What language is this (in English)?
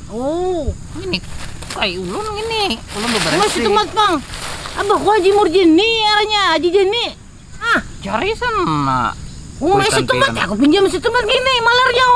Banjar